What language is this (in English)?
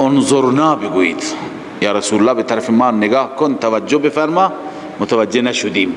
Persian